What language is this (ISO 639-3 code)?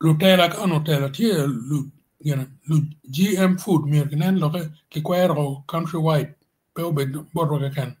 ach